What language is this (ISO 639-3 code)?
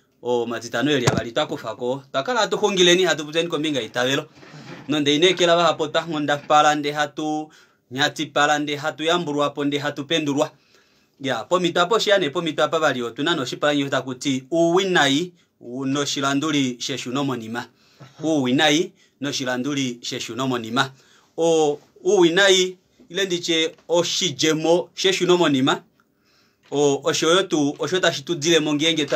kua